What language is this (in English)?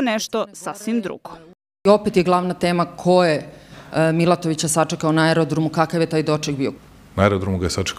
Serbian